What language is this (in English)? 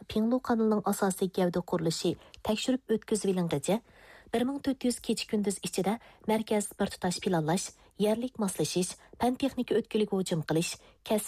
Uyghur